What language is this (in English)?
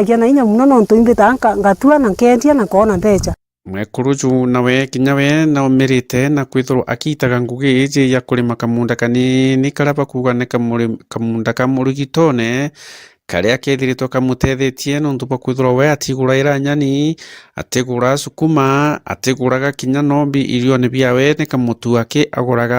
Meru